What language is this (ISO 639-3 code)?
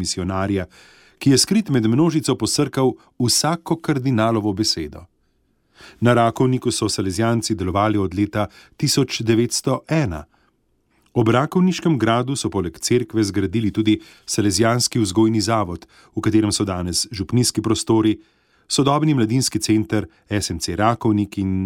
slv